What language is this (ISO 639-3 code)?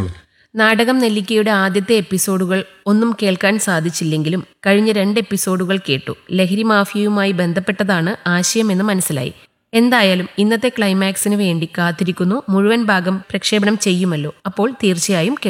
mal